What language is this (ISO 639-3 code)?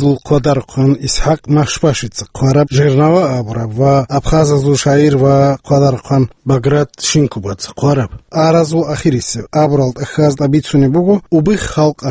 ava